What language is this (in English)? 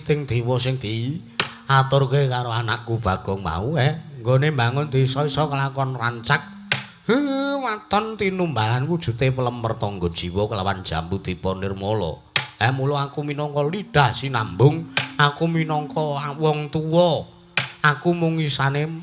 Javanese